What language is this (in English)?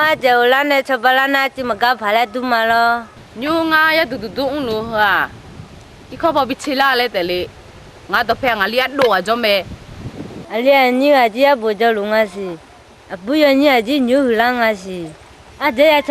Akha